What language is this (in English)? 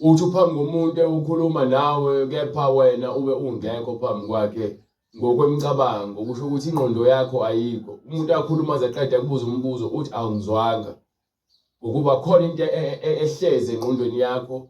Zulu